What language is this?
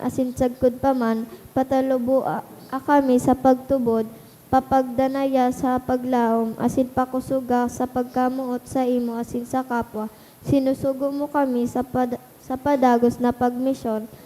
Bikol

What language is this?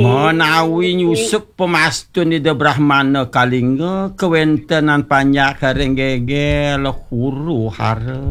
Balinese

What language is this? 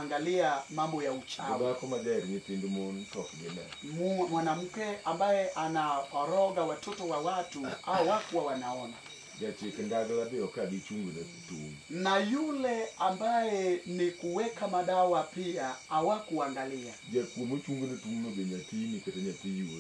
Luo (Kenya and Tanzania)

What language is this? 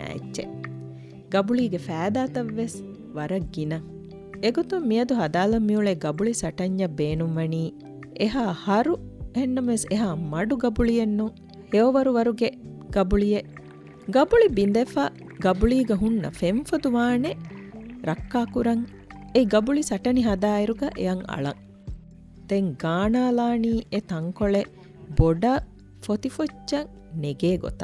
Divehi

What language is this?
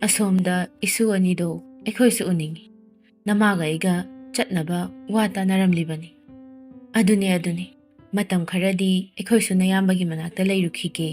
Manipuri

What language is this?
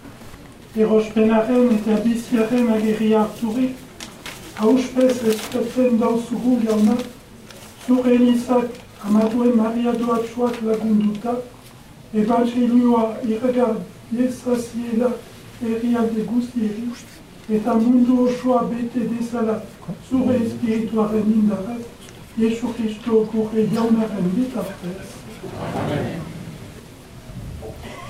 Basque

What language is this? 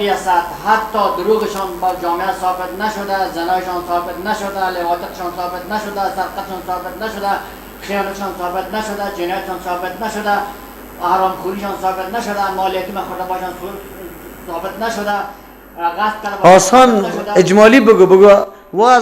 Persian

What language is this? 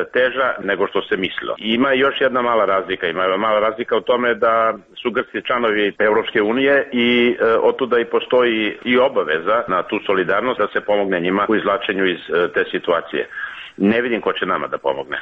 Serbian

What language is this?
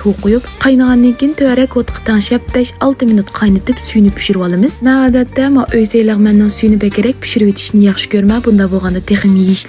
Uyghur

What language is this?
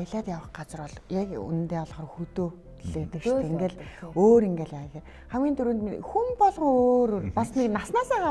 Mongolian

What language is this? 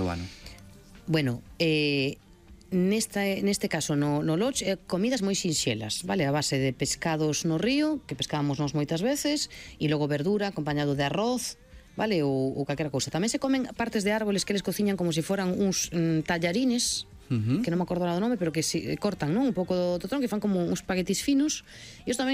Galician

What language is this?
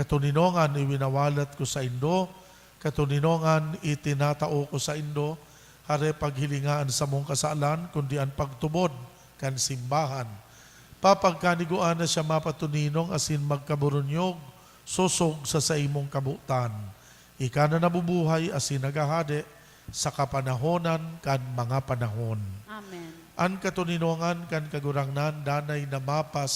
Bikol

